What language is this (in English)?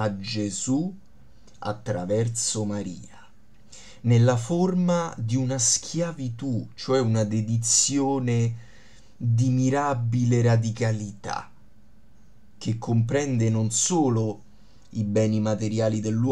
Italian